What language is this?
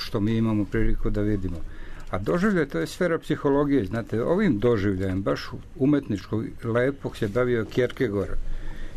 Serbian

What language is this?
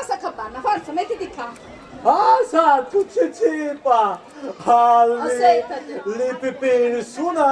Sicilian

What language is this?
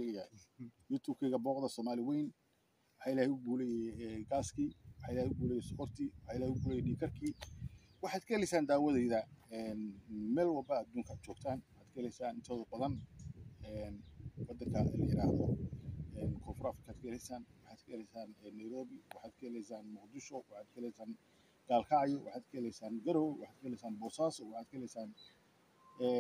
Somali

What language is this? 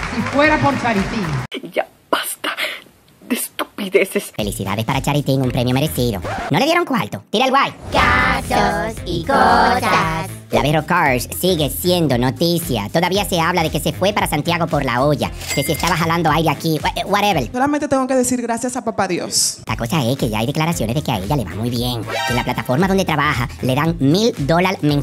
Spanish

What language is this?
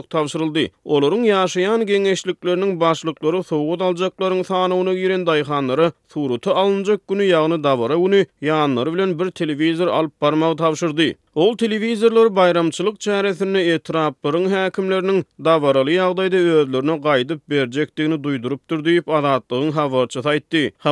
Turkmen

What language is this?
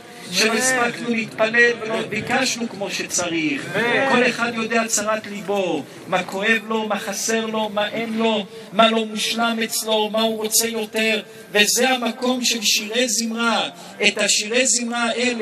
Hebrew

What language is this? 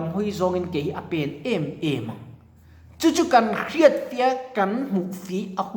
Mizo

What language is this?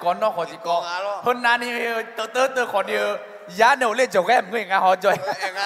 Akha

